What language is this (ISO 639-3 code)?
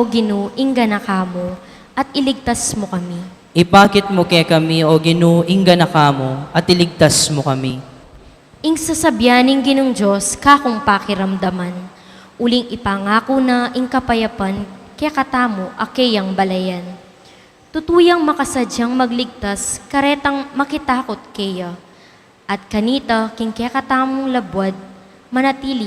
pam